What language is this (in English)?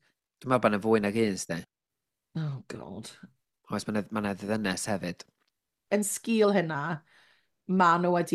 Welsh